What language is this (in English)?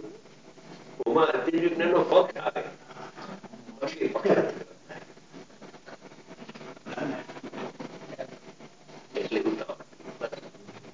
Gujarati